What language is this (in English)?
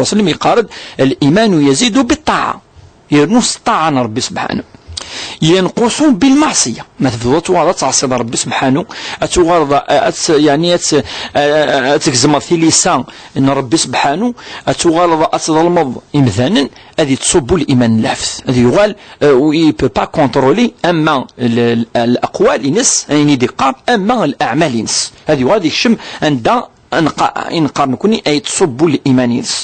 Kabyle